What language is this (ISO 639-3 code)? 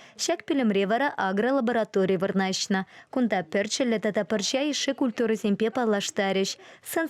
chv